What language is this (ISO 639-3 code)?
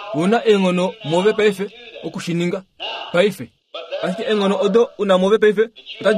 kua